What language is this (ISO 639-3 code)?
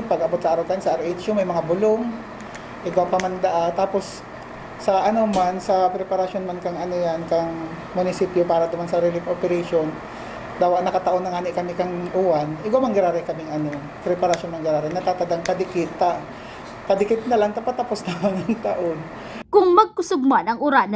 bik